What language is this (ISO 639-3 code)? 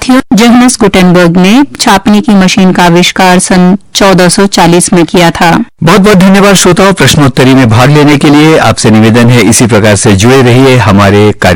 hin